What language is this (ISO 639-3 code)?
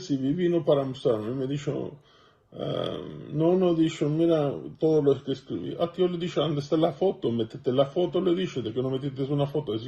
lad